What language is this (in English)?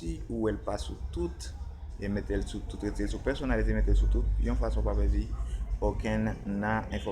Haitian Creole